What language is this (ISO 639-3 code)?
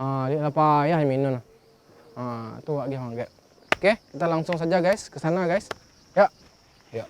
min